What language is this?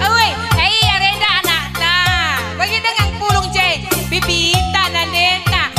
Batak Karo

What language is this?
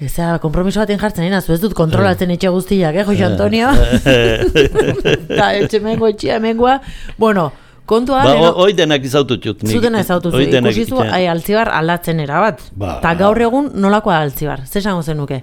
Basque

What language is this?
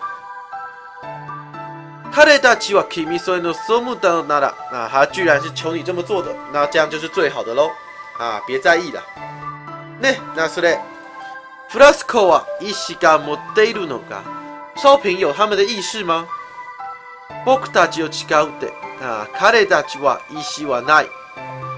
Chinese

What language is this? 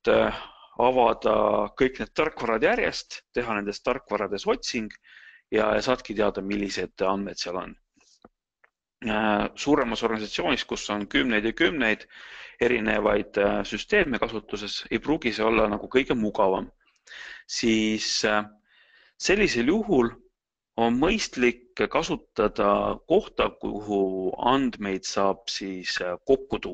Estonian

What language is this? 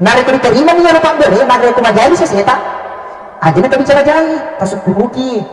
Buginese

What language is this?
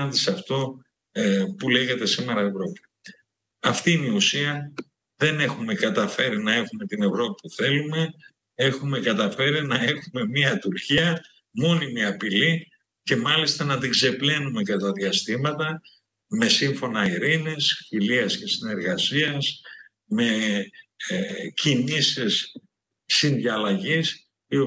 Greek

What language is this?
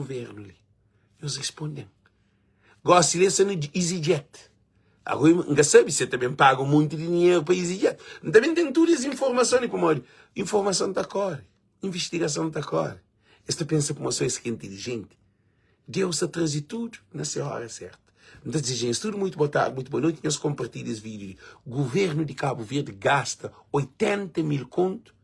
Kabuverdianu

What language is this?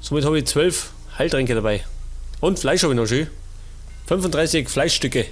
Bavarian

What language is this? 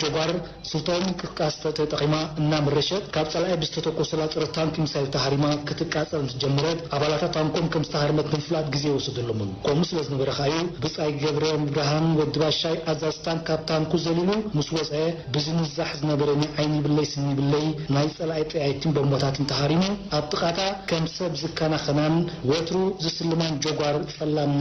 Tigrinya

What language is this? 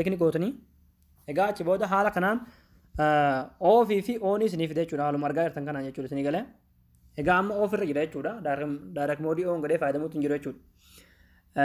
Oromo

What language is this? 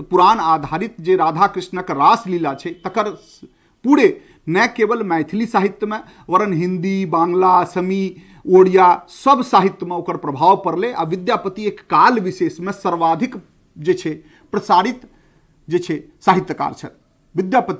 Maithili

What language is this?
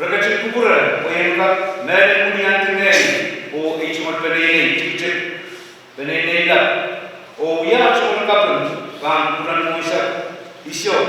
Pohnpeian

